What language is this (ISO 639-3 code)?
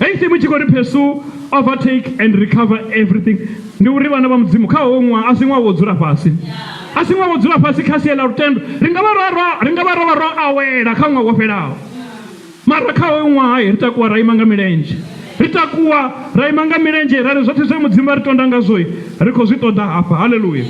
ven